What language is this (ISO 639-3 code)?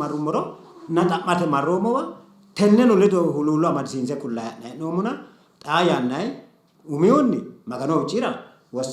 sid